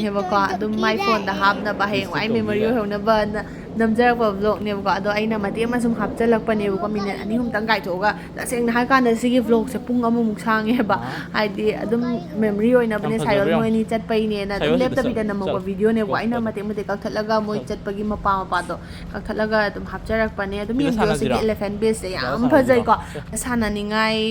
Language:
Manipuri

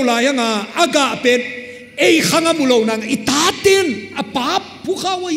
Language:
Paite Chin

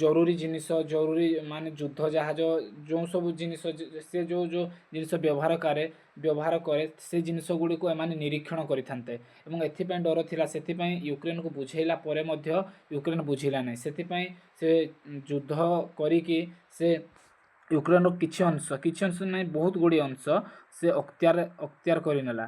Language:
Odia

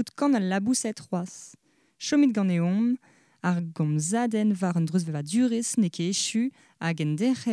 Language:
Breton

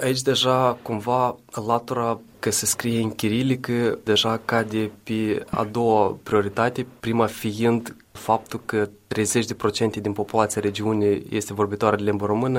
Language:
Romanian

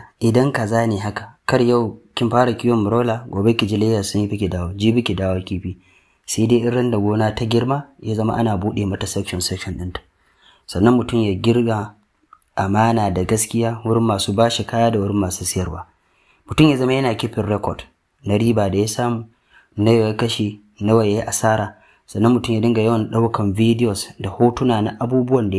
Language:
Hausa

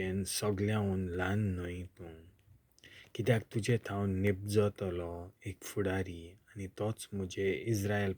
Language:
Konkani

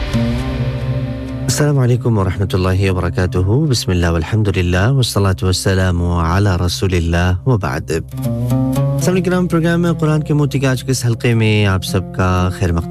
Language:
Urdu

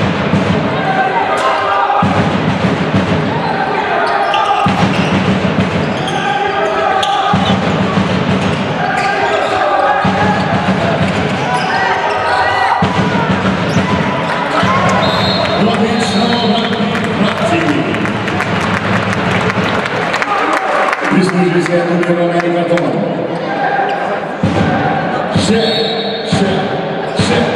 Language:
Slovenian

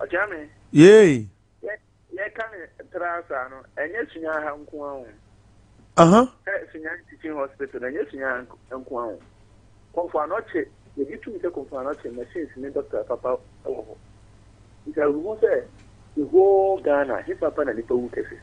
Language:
Akan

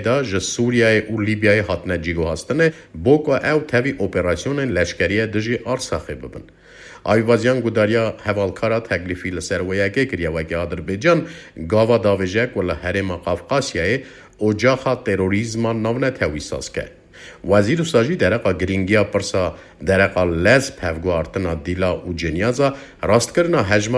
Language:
Kurdish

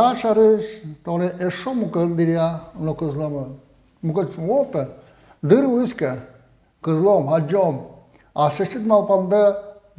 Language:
Udmurt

